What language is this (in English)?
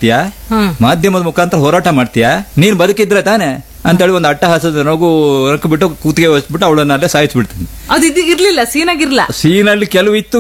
Kannada